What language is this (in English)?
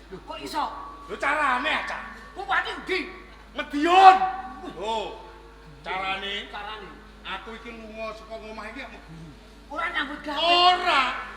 Javanese